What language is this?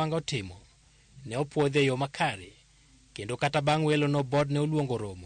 Luo (Kenya and Tanzania)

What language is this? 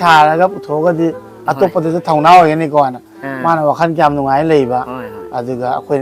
Manipuri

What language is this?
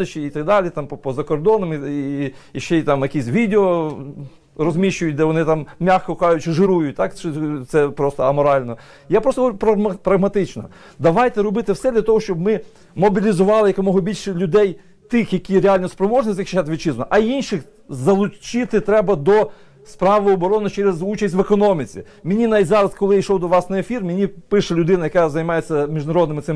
Ukrainian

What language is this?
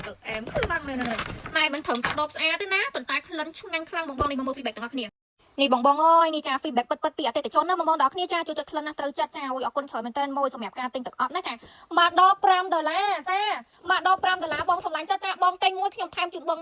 Khmer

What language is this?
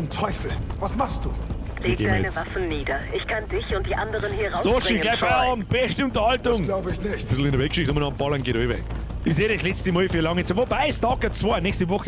Bavarian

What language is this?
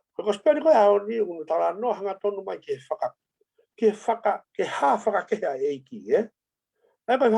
Tongan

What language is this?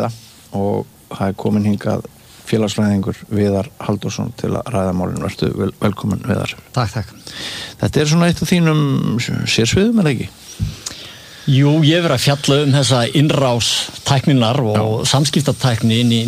Icelandic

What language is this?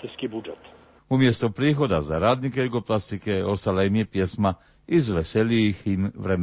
Croatian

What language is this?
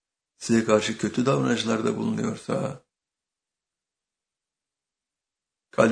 Turkish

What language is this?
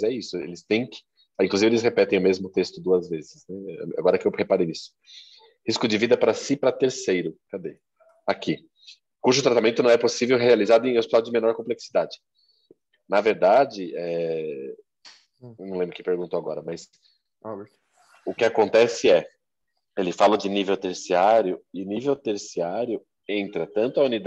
Portuguese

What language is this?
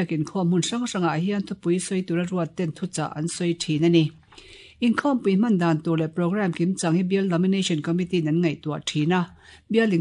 Mizo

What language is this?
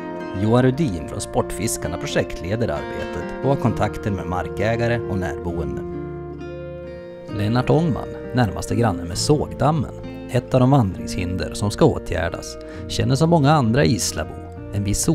Swedish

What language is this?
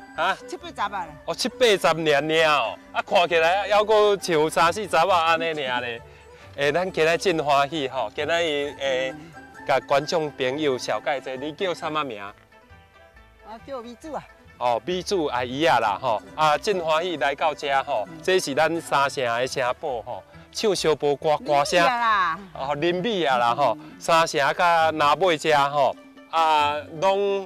Min Nan Chinese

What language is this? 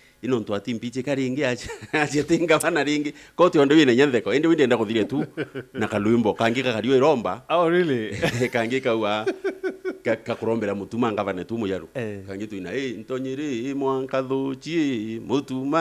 Meru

